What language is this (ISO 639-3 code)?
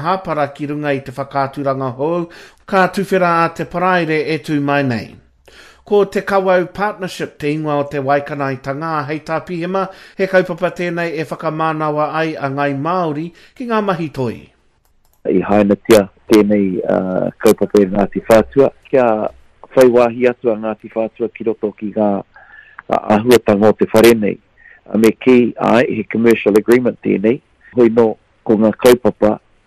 mri